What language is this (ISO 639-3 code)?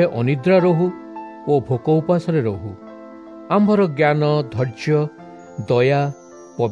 ori